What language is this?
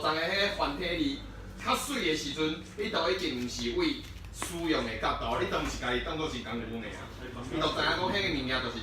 Min Nan Chinese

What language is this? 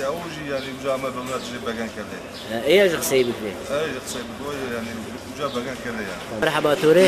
Zaza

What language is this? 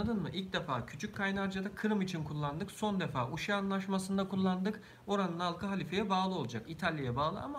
Turkish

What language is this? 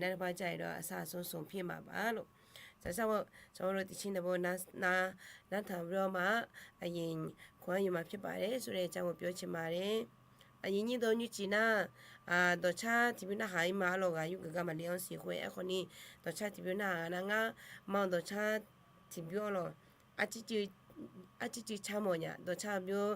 Akha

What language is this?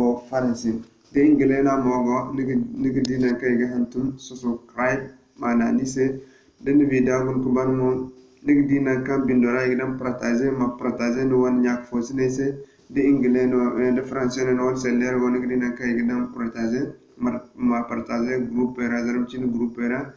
Zarma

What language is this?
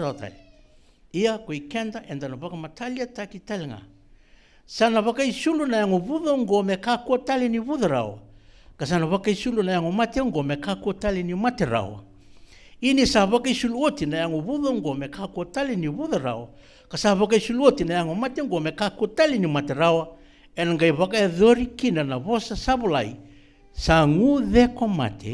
Fijian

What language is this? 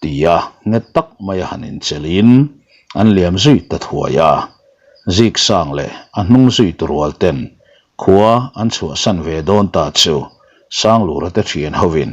Mizo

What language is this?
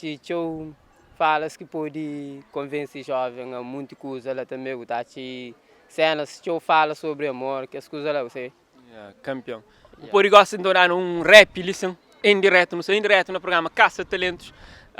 Kabuverdianu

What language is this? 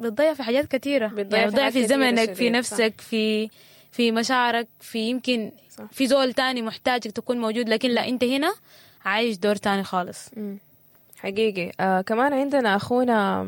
Sudanese Arabic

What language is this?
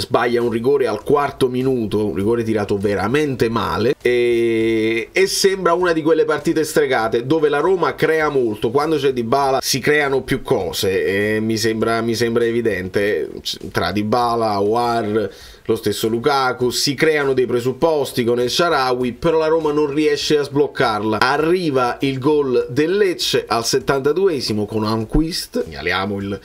Italian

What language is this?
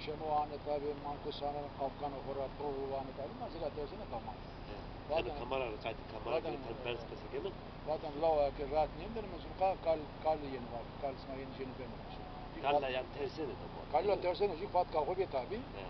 Zaza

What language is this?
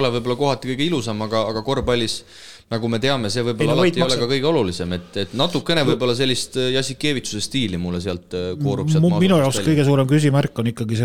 Estonian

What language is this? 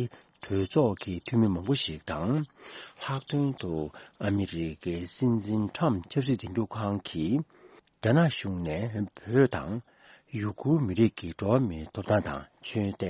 Tibetan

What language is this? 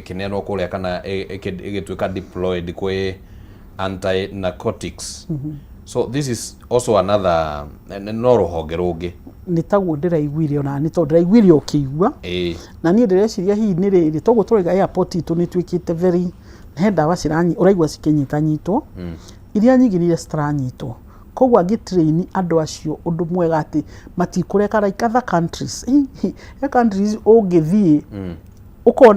Kikuyu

